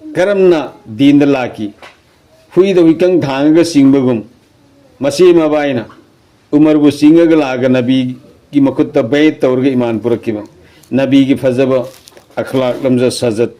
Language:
Manipuri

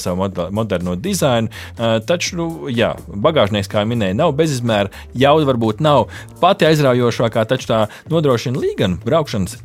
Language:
Latvian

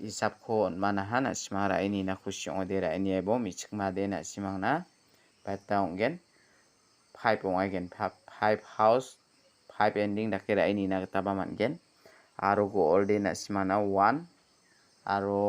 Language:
Garo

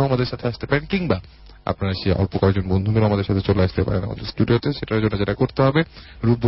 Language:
Bangla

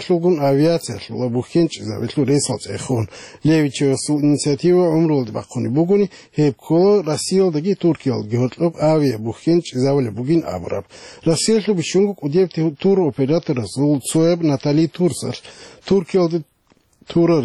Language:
Avaric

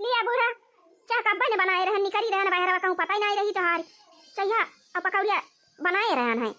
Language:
Awadhi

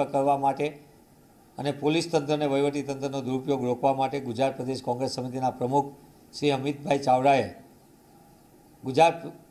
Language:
Gujarati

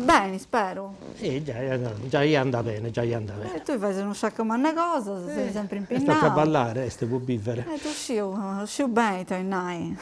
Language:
Sardinian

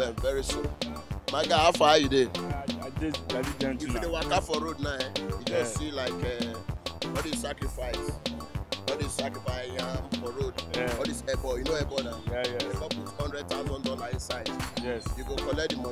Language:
Nigerian Pidgin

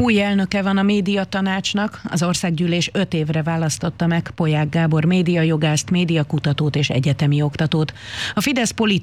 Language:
Hungarian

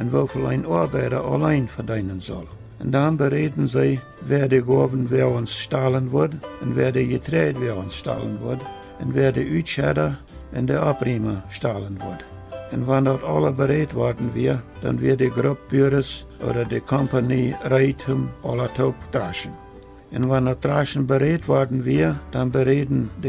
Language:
Plautdietsch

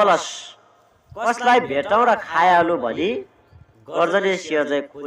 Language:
Nepali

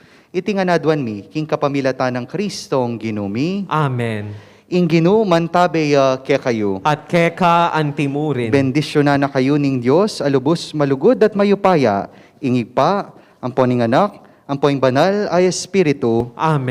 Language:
Pampanga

